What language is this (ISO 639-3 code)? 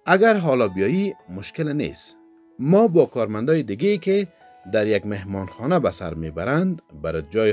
fas